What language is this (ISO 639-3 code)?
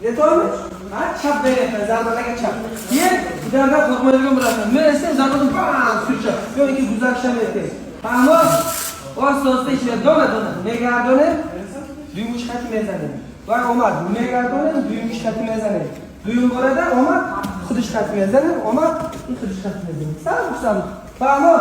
tgk